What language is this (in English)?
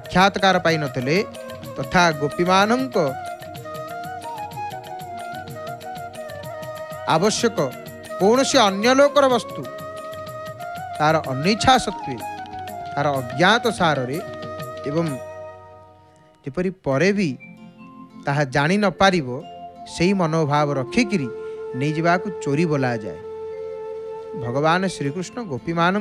Odia